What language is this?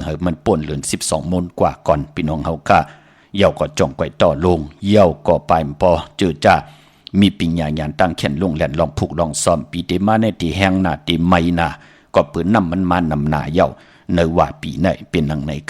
Shan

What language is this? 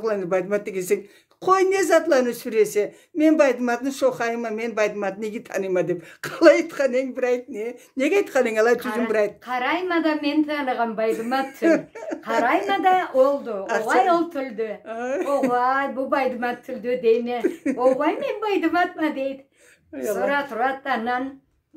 Karachay-Balkar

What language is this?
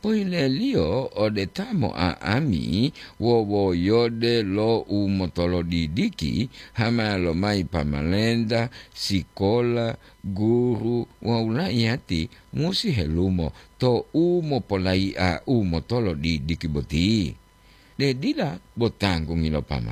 Gorontalo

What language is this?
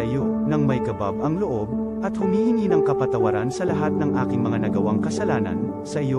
Bikol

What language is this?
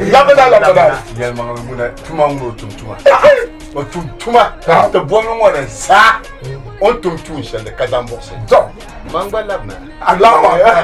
Dagbani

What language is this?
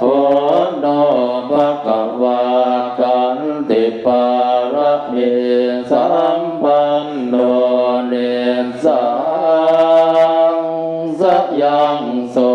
Pali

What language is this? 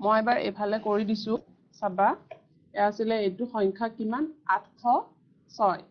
Assamese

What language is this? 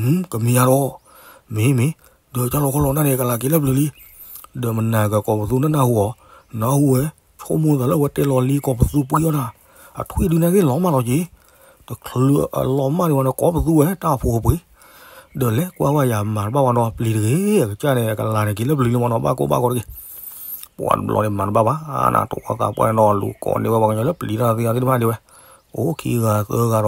S'gaw Karen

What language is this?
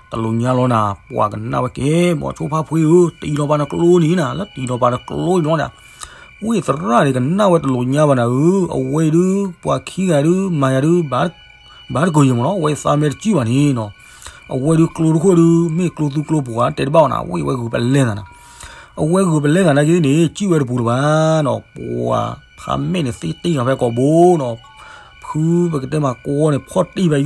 S'gaw Karen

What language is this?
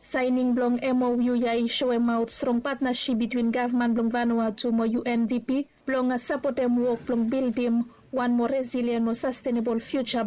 Bislama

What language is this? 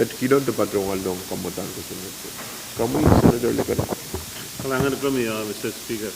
Pohnpeian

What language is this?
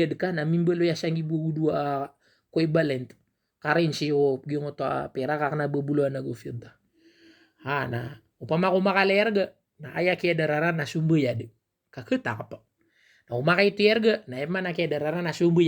Maranao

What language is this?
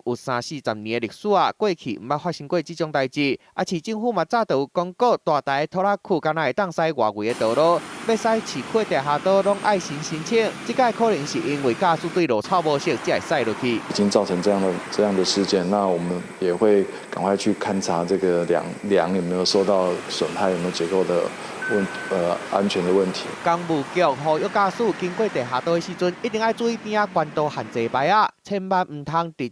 Min Nan Chinese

